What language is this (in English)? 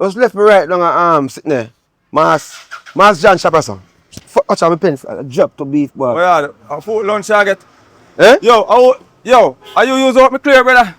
Jamaican Creole English